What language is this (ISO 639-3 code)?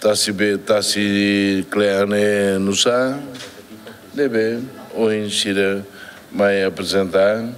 tet